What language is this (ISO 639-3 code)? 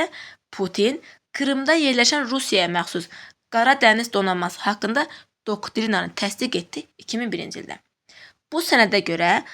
aze